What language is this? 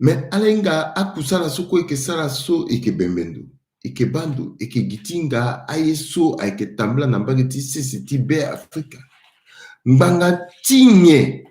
Sango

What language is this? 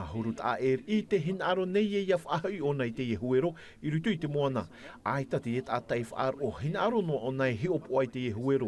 Tahitian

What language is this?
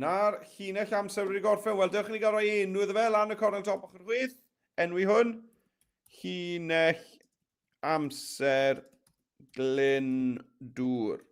Welsh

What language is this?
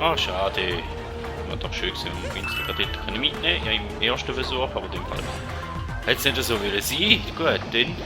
Swiss German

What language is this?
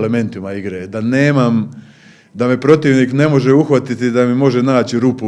Croatian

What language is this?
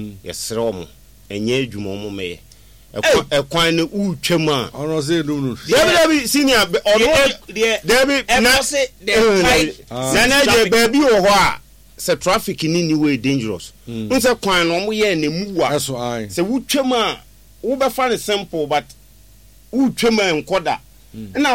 Akan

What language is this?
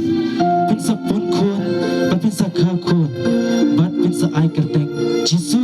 Khasi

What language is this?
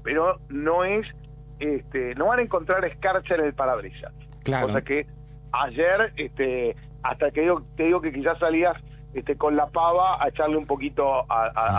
Spanish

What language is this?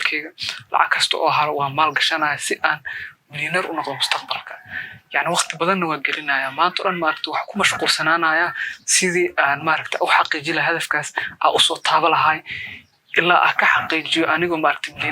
Somali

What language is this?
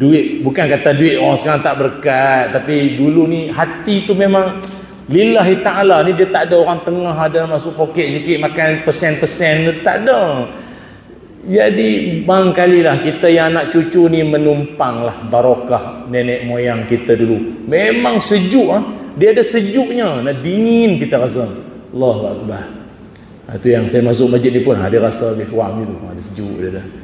Malay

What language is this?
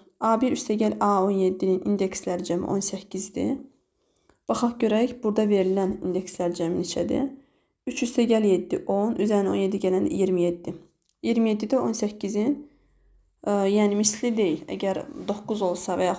Azerbaijani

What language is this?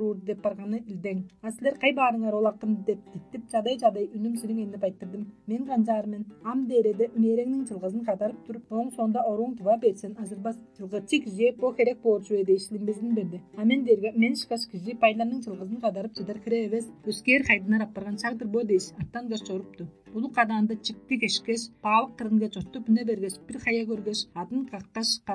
Tuvinian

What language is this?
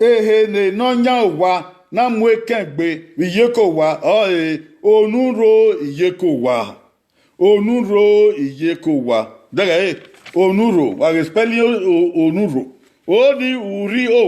Bini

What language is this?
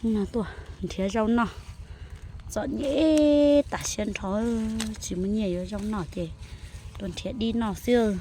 Hmong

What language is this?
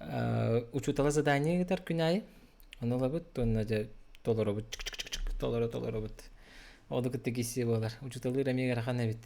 Yakut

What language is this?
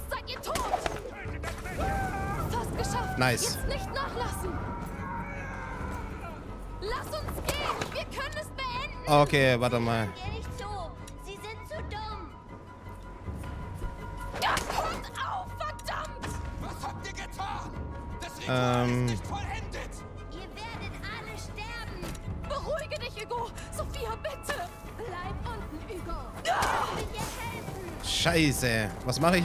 German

